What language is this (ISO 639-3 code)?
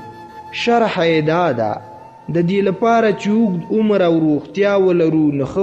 pus